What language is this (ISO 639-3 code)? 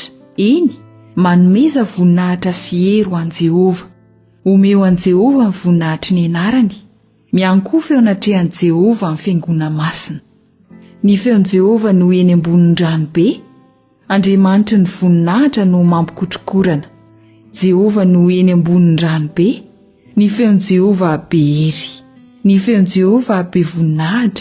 mlg